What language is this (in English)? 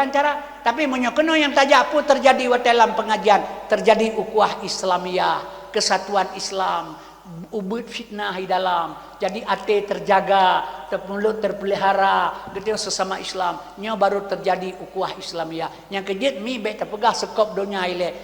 Achinese